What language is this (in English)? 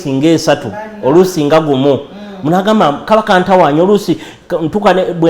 Ganda